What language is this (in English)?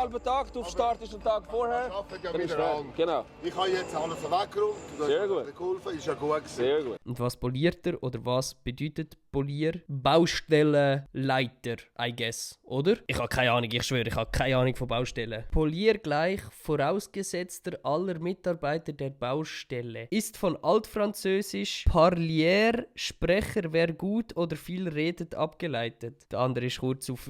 Swiss German